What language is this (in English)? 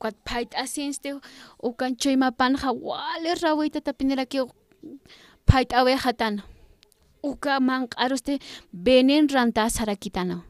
Aymara